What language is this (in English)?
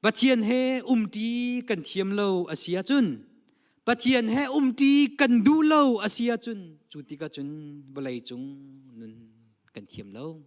Hakha Chin